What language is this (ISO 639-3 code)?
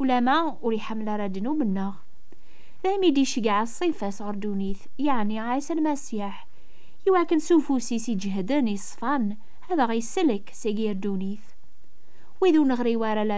kab